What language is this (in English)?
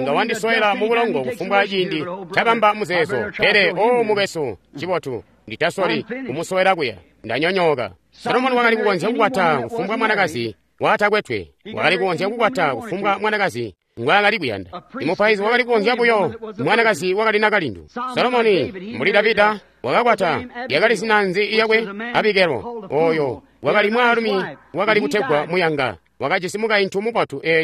Tonga (Zambia)